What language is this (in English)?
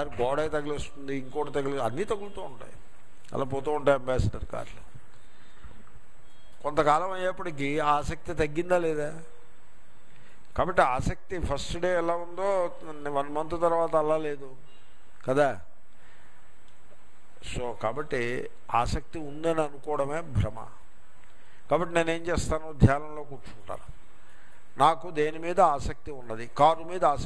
Telugu